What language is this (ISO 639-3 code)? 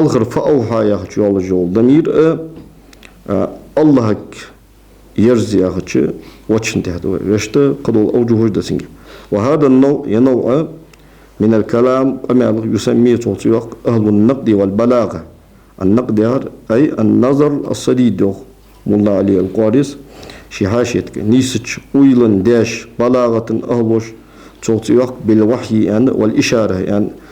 inh